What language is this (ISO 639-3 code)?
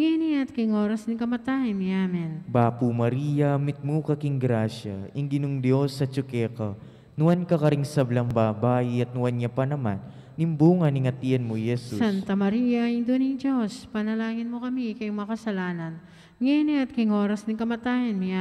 pam